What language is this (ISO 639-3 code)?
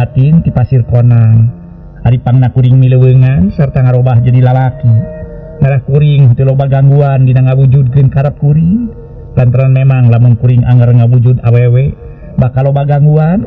sun